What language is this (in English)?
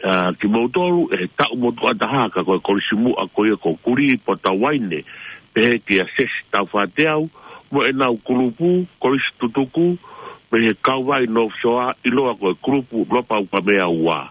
Tongan